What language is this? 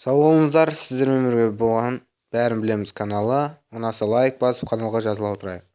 Kazakh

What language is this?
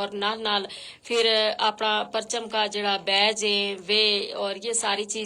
Gujari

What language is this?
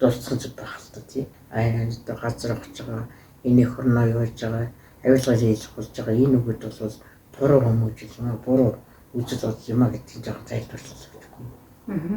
Mongolian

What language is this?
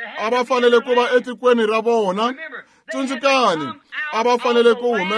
Tsonga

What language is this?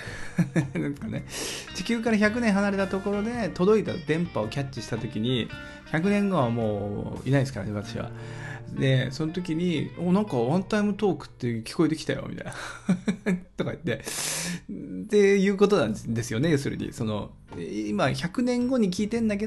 Japanese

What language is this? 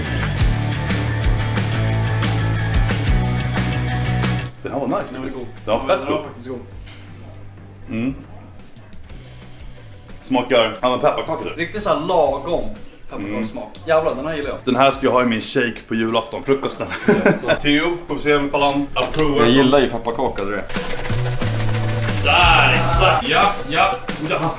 Swedish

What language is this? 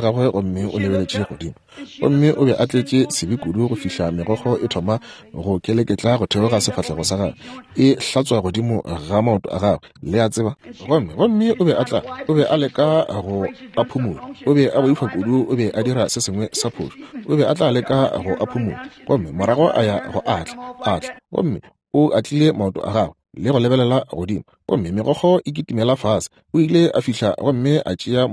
Northern Sotho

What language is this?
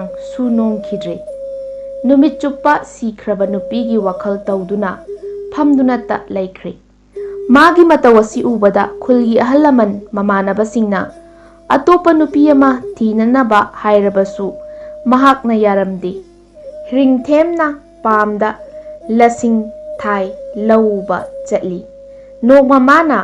Manipuri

